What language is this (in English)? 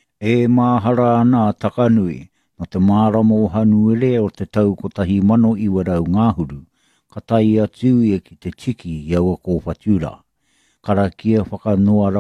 Māori